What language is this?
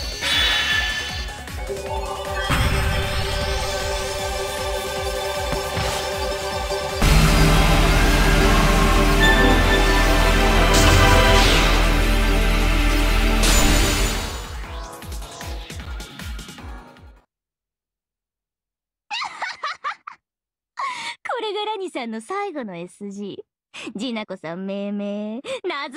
Japanese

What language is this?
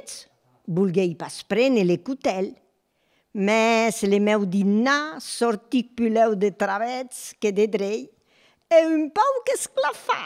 Occitan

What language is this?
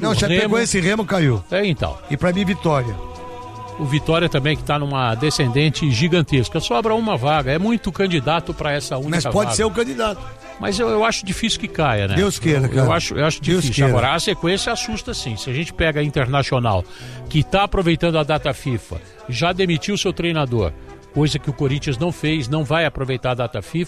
Portuguese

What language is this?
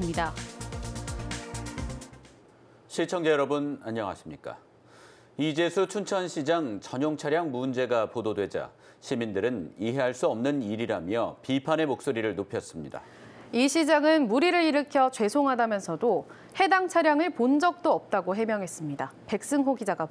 Korean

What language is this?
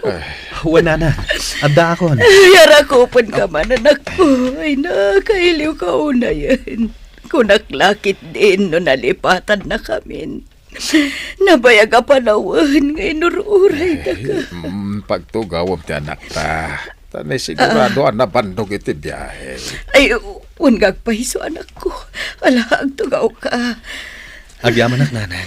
Iloko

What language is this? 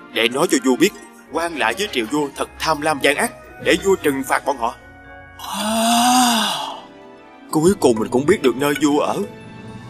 Vietnamese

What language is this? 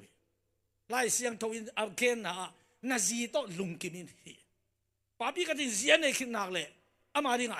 Tedim Chin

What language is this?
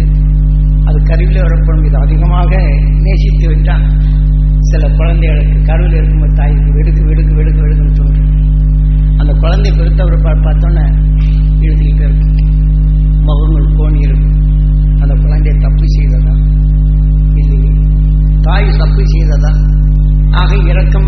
Tamil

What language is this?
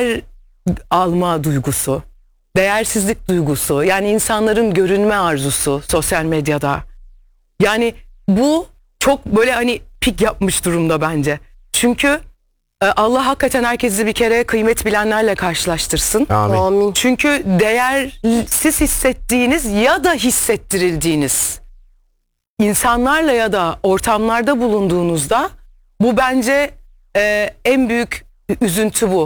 Turkish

